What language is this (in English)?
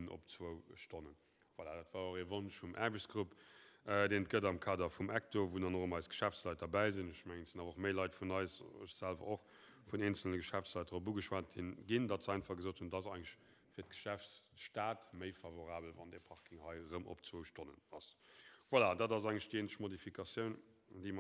Luxembourgish